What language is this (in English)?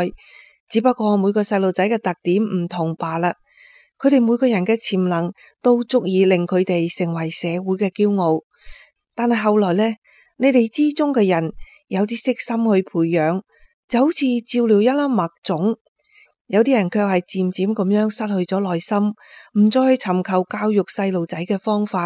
Cantonese